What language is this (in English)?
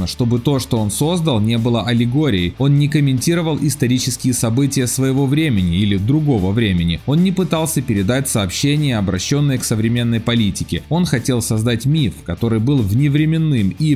Russian